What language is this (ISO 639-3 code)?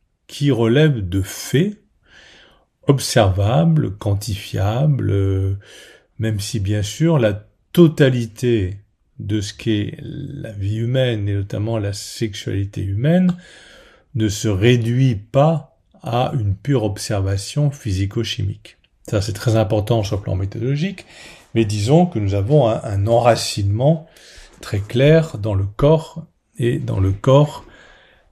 fra